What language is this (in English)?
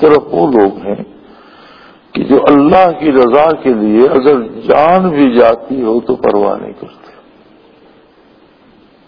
Urdu